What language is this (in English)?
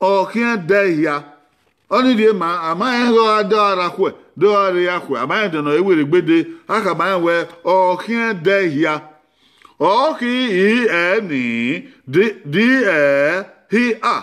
Bini